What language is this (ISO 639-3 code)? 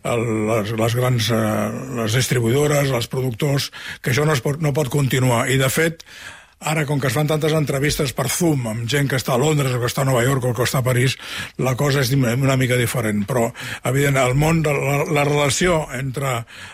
cat